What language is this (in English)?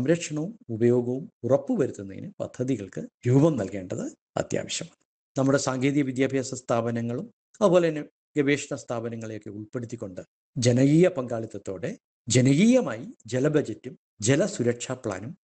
Malayalam